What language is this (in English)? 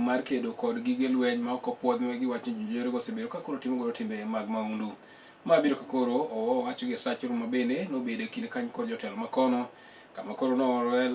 Luo (Kenya and Tanzania)